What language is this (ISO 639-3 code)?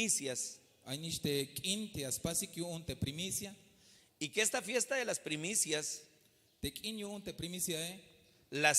tzh